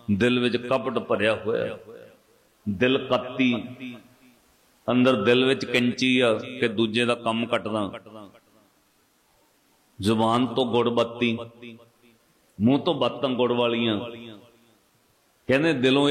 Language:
Punjabi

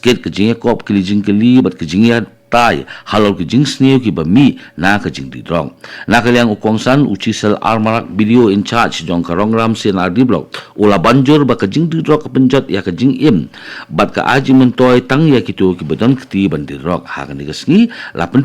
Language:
Khasi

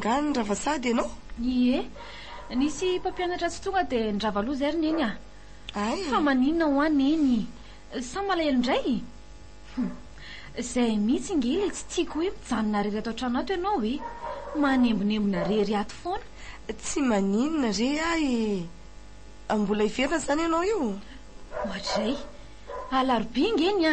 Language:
Malagasy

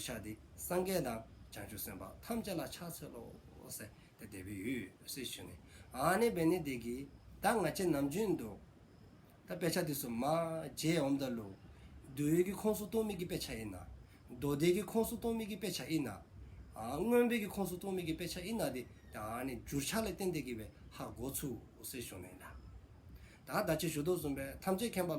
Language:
Dzongkha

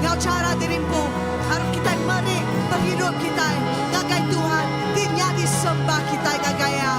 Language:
Iban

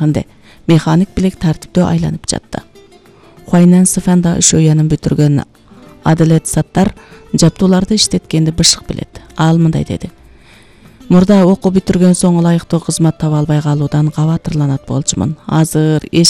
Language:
Kyrgyz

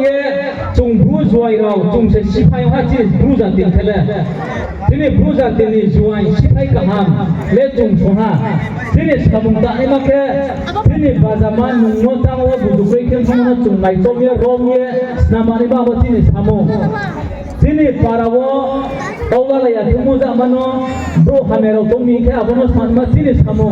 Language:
Riang (India)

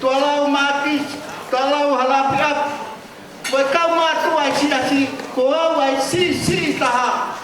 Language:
Tongan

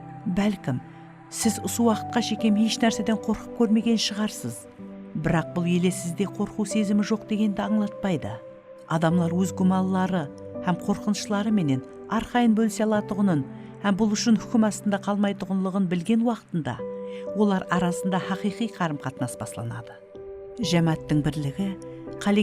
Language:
Kara-Kalpak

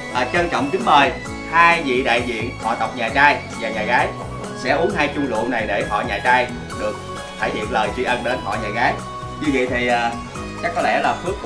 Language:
Vietnamese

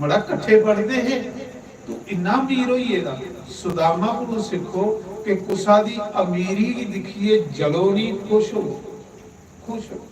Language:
Dogri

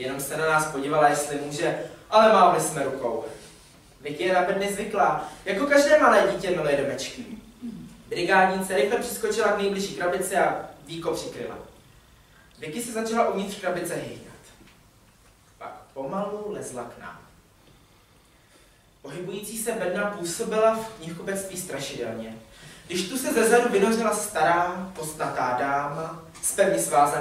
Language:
Czech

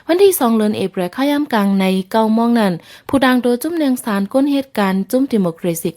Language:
Shan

